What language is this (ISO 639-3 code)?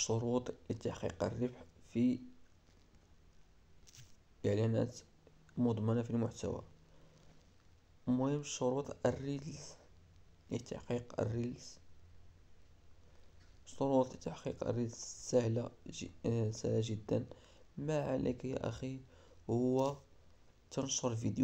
ara